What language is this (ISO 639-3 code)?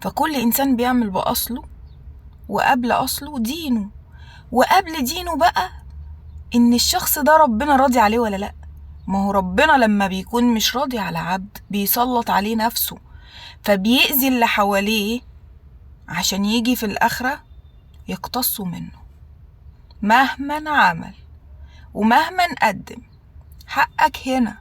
arz